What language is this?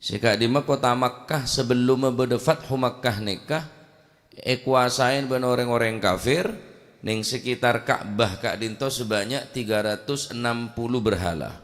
Madurese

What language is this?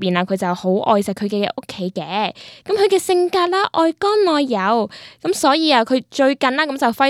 Cantonese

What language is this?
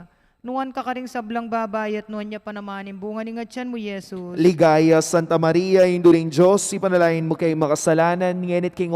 Pampanga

